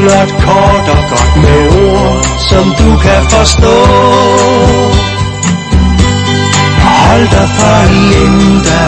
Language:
Danish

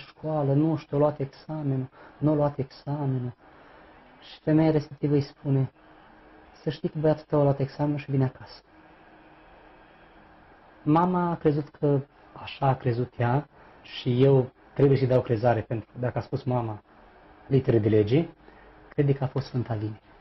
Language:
Romanian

